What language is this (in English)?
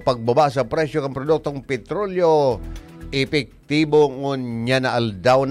Bikol